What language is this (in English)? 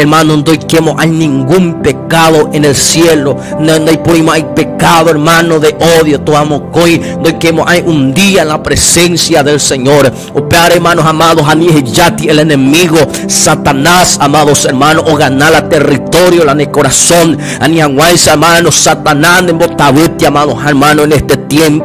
Guarani